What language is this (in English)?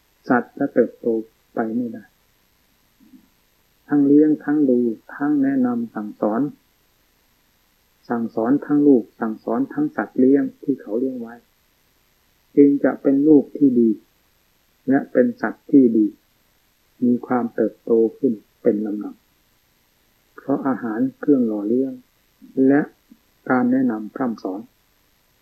Thai